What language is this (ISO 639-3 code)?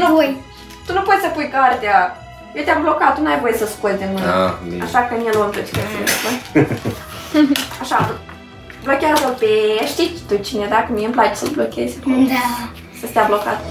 ron